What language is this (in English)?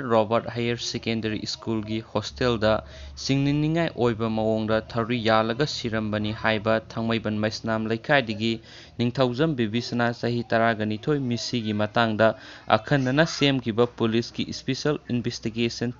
Manipuri